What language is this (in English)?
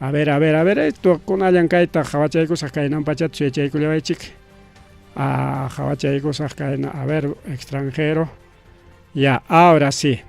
Ayacucho Quechua